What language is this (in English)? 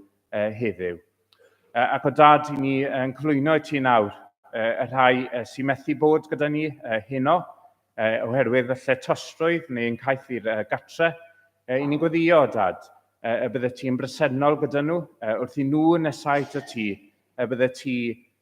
Welsh